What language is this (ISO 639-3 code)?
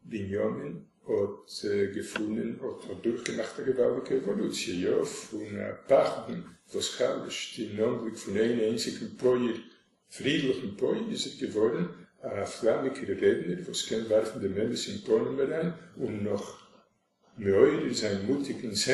yid